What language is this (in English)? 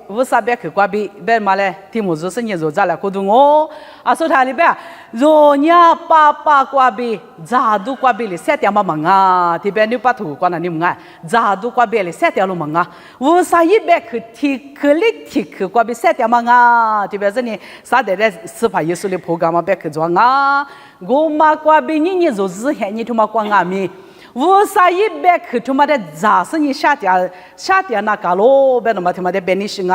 Lisu